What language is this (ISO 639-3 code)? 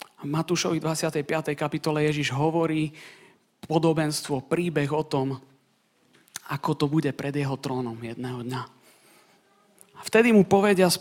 slk